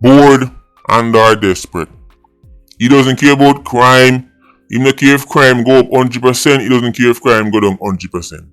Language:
Jamaican Creole English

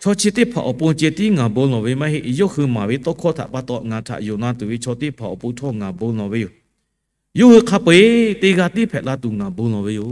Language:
Lahu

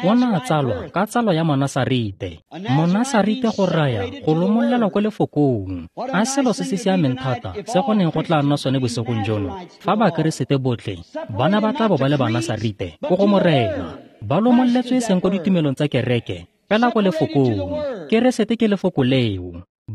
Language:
Tswana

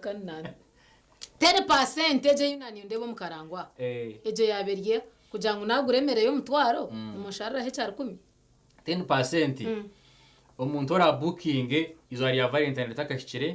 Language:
Nyankole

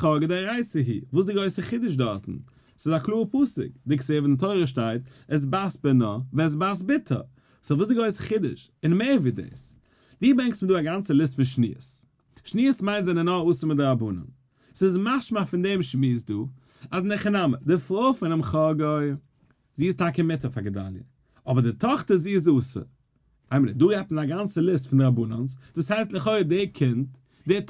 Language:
Yiddish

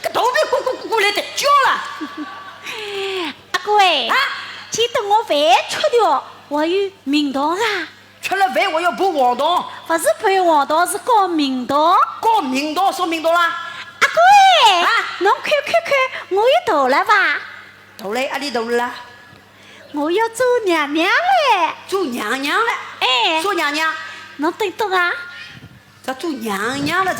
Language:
Wu Chinese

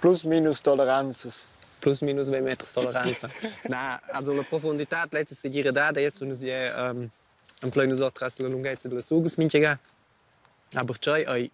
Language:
Romansh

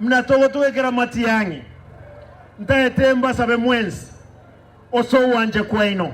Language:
Gusii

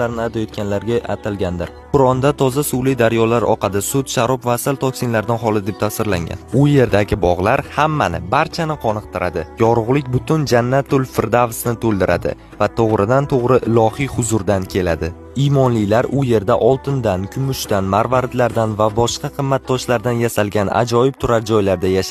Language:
Uzbek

